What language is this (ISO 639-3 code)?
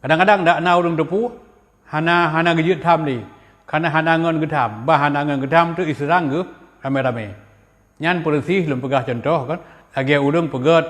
ace